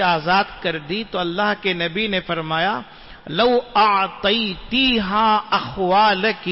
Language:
Urdu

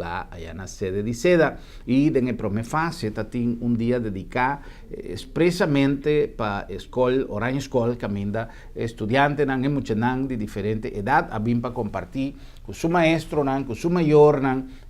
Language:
Papiamento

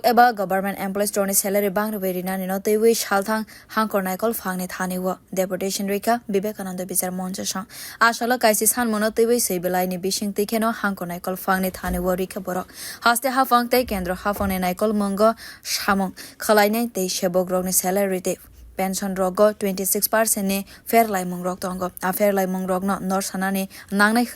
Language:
Kok Borok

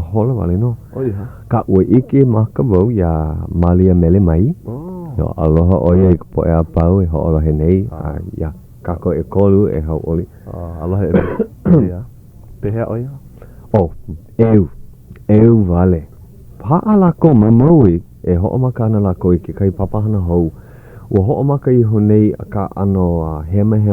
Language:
Hawaiian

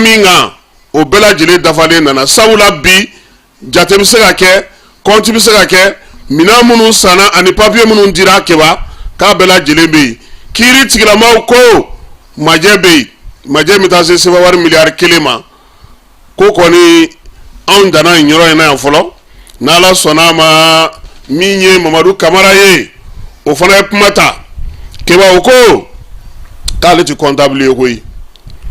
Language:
Bambara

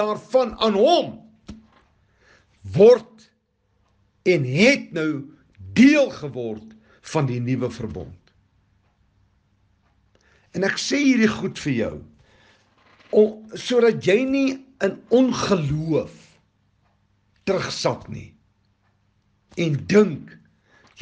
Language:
Afrikaans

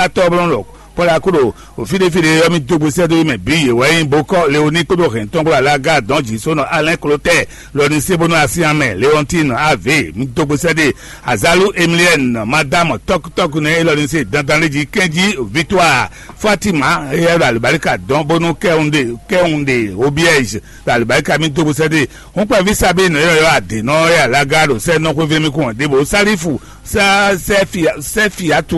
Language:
Fon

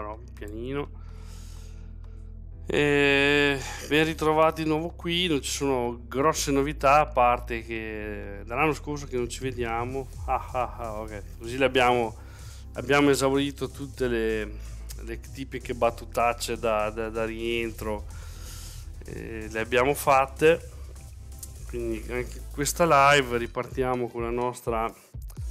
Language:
Italian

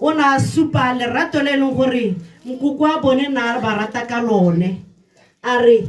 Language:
Tswana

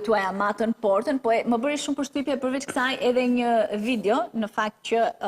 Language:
Albanian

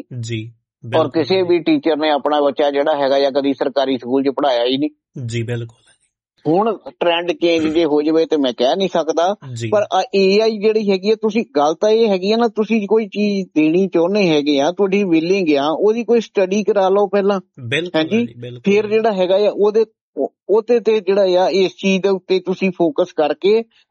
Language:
Punjabi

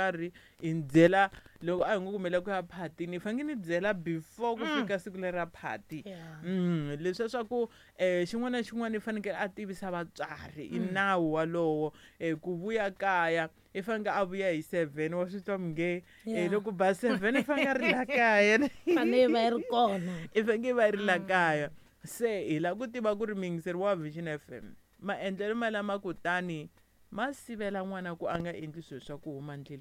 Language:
Tsonga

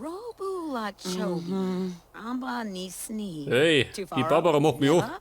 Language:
Bavarian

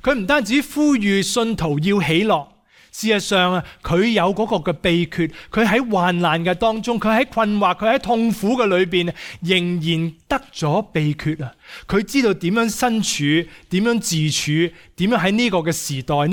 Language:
Cantonese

